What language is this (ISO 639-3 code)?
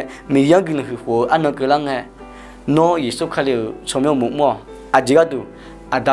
ahk